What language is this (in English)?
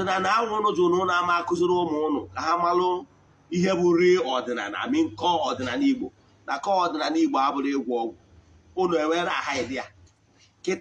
Igbo